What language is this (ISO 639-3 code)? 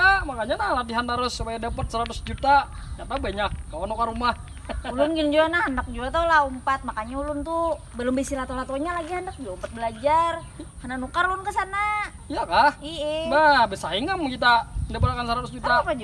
bjn